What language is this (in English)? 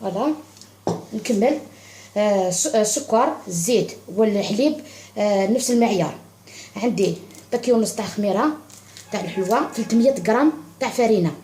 Algerian Arabic